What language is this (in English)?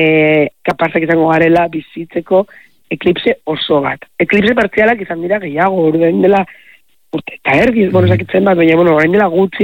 Basque